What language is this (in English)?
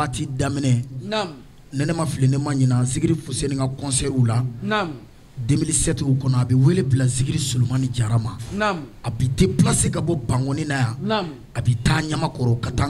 Bambara